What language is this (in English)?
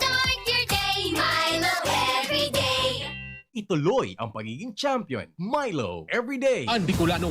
Bikol